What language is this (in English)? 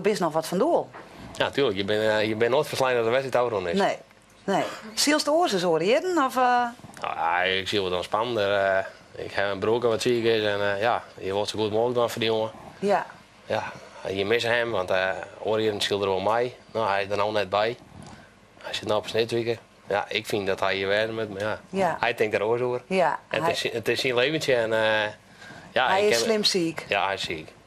Western Frisian